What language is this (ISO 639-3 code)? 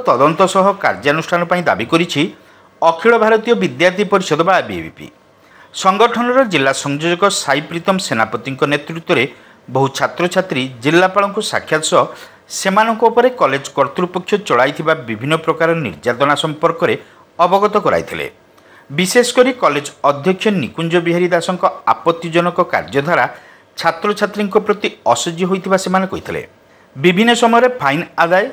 ori